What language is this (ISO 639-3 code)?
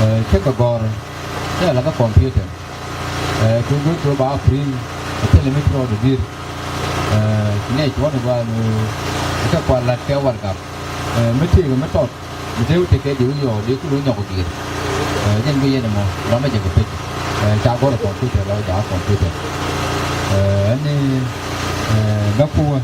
nus